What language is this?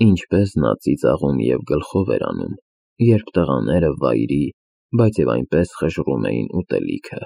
Armenian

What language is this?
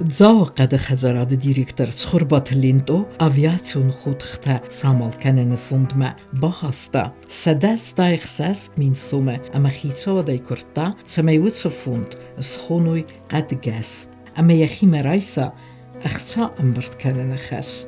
Ossetic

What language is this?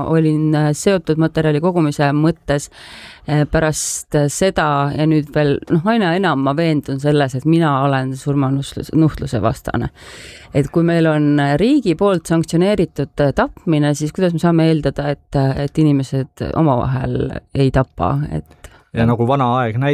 Estonian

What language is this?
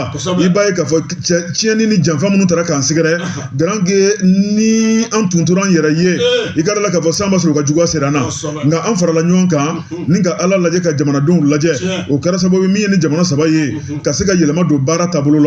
Bambara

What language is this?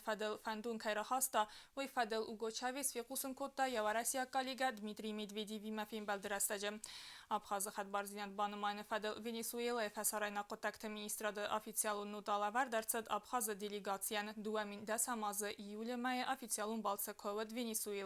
Ossetic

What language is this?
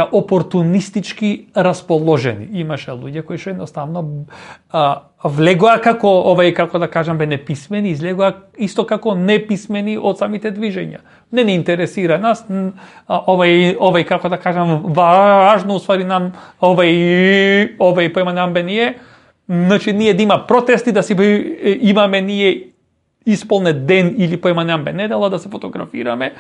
Macedonian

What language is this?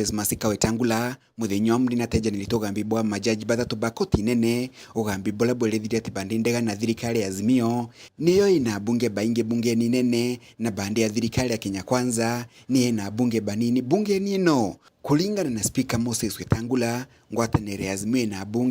Meru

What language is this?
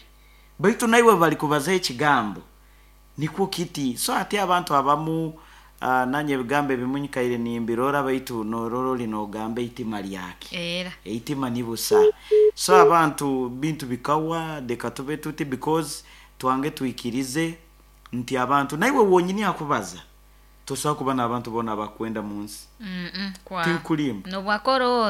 Nyoro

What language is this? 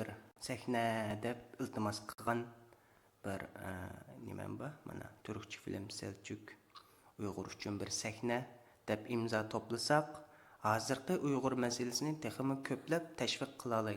Uyghur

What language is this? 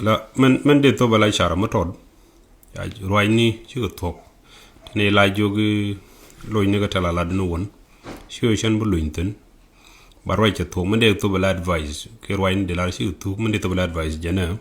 Nuer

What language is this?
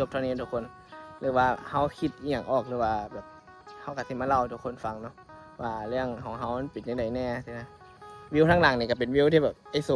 Northeastern Thai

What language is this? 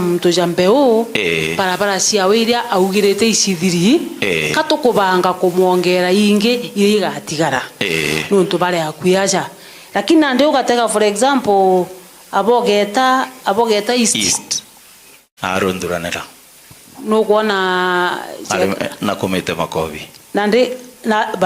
Meru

